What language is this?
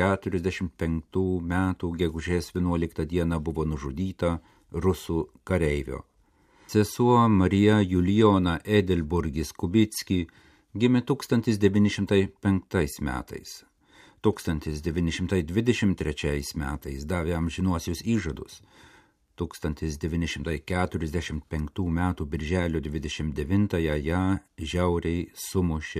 Lithuanian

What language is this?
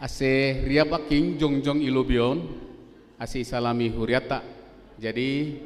Batak Simalungun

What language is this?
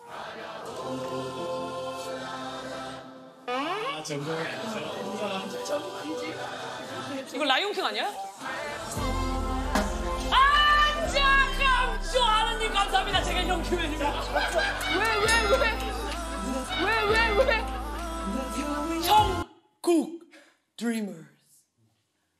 Korean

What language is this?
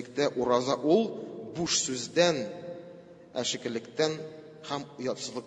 Tatar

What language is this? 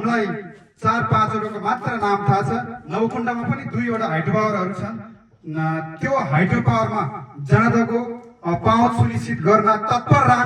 Nepali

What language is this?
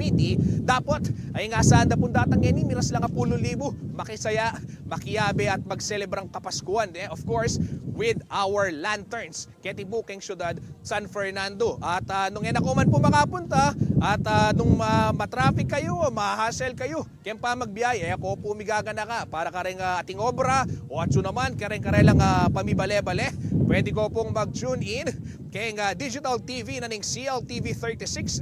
Pampanga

